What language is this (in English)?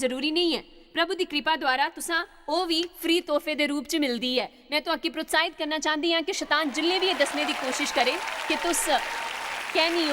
Dogri